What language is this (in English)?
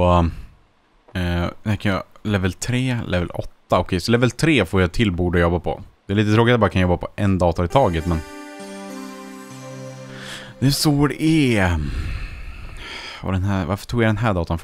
Swedish